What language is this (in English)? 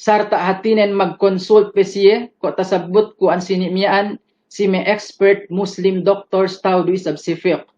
Yakan